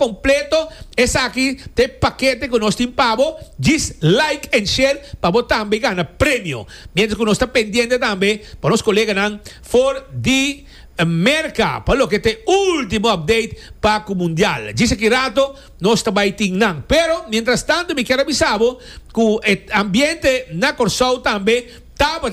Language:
Papiamento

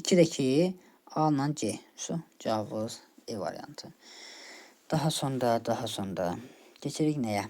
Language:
Azerbaijani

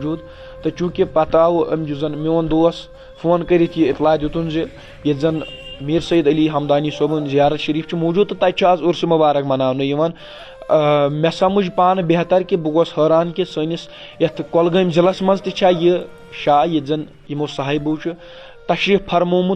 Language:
Kashmiri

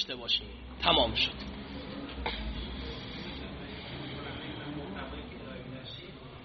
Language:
Persian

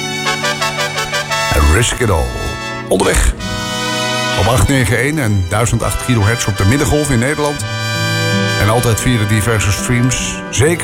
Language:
Dutch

